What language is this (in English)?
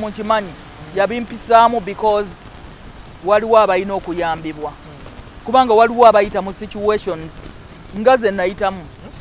Ganda